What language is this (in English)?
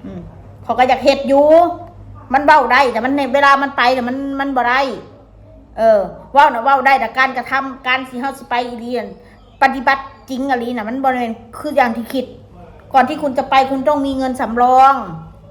Northeastern Thai